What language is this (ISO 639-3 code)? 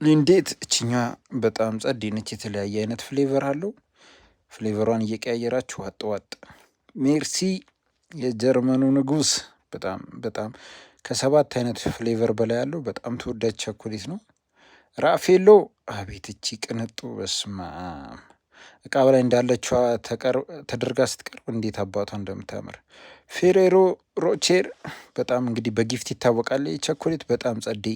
amh